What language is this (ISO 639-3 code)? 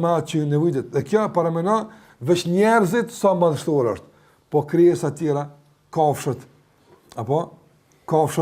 sqi